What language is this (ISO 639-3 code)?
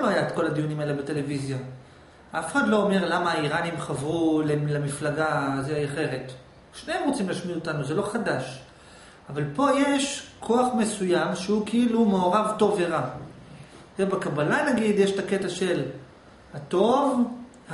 heb